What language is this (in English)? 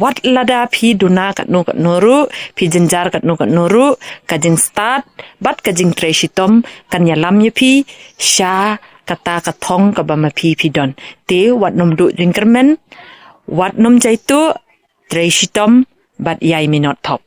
Khasi